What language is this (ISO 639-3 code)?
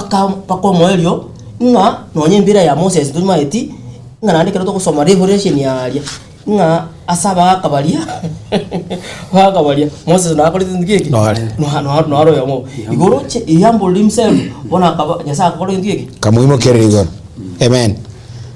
guz